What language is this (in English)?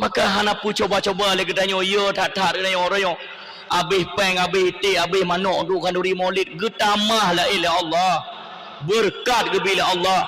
Achinese